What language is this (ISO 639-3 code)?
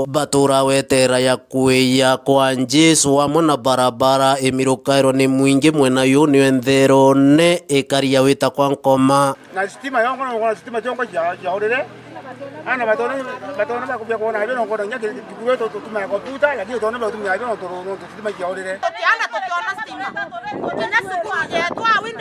mer